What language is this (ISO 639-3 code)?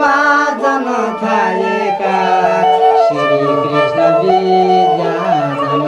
new